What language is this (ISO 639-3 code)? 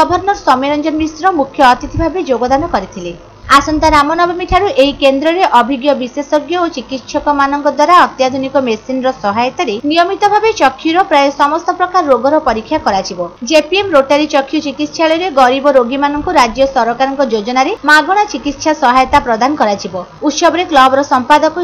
ori